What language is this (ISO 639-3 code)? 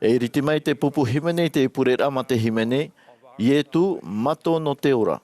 tah